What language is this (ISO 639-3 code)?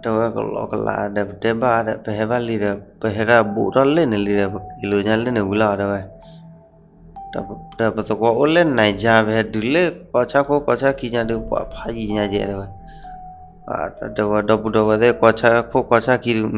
ksw